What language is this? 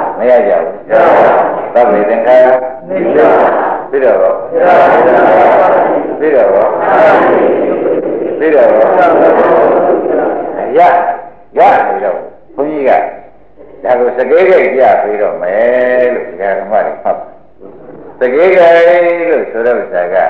Burmese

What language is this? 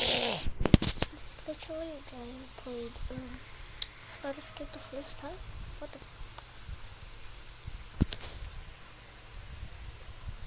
English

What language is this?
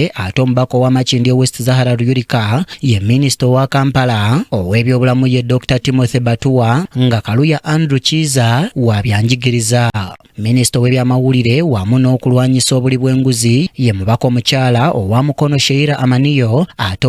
Ganda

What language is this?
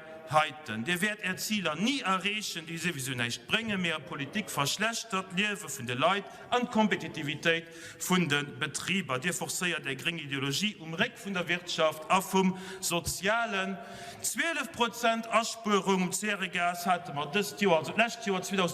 Luxembourgish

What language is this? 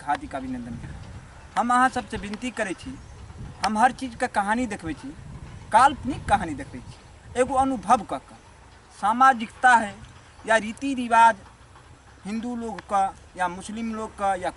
Maithili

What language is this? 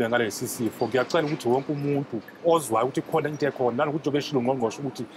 Zulu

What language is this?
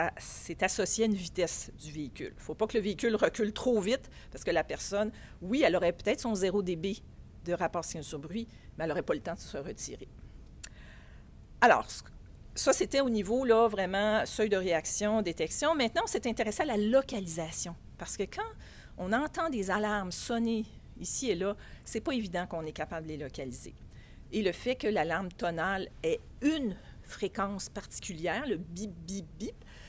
French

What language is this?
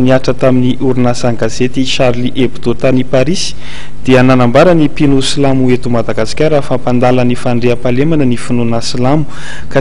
Malagasy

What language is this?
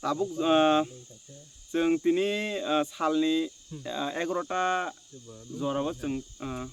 Kok Borok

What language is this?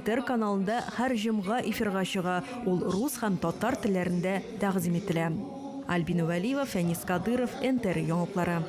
Tatar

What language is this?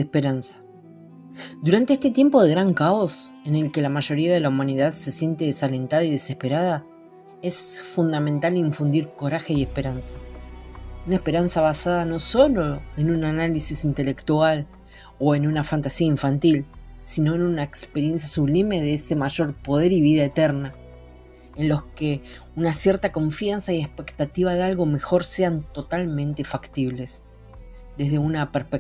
Spanish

